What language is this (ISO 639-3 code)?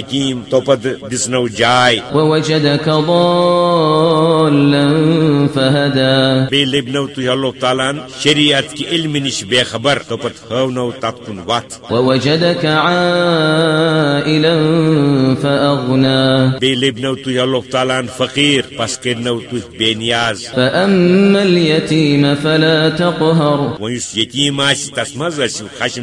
kas